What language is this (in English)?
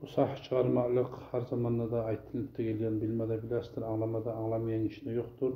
Kumyk